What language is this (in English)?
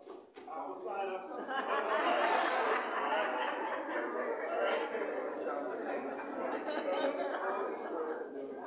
English